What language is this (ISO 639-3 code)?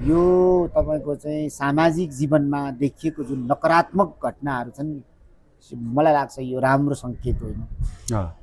nep